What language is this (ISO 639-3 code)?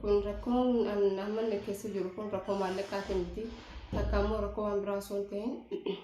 orm